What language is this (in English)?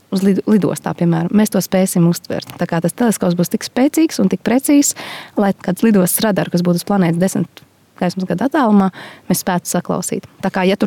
Latvian